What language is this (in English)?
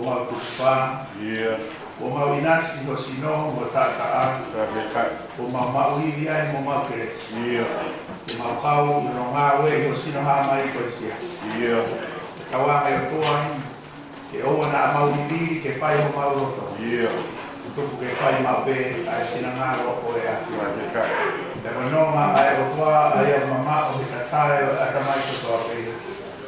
Tongan